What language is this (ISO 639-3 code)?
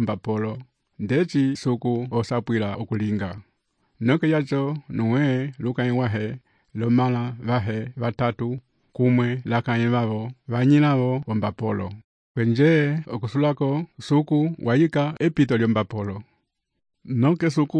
umb